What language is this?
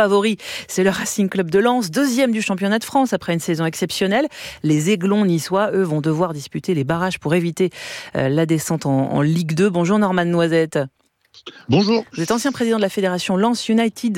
French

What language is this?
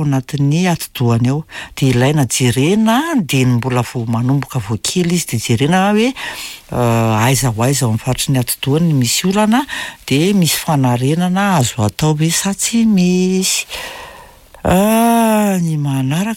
Malagasy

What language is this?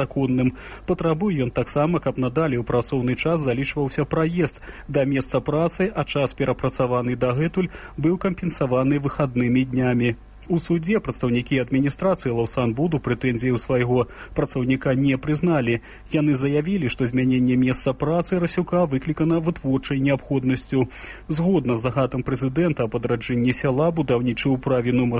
Belarusian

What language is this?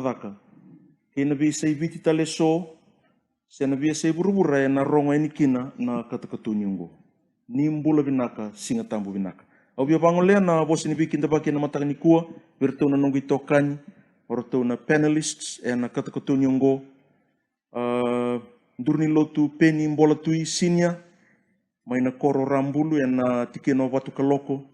Fijian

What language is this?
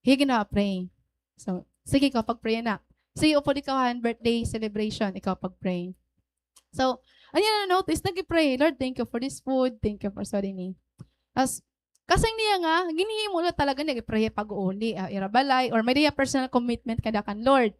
Waray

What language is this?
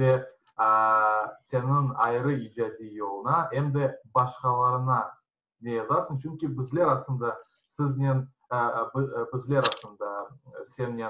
Crimean Tatar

